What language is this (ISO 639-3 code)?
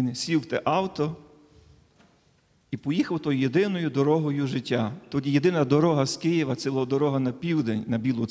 ukr